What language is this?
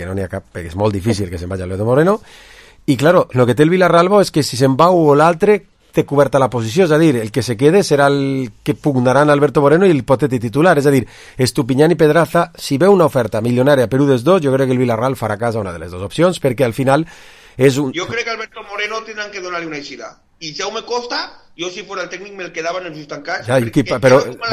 Catalan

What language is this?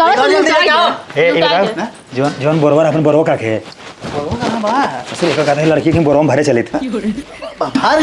Awadhi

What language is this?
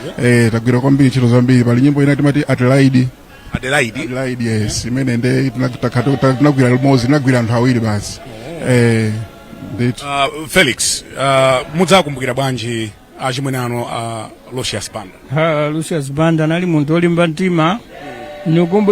Nyanja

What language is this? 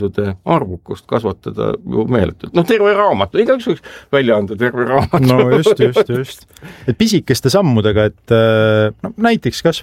Estonian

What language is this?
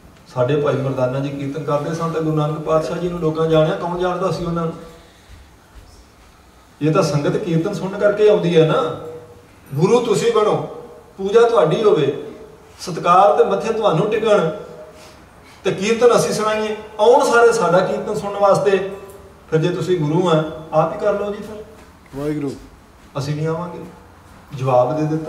Punjabi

